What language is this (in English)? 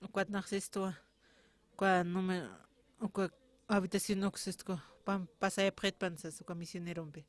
Aymara